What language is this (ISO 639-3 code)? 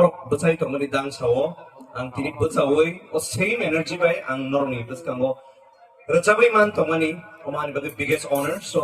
trp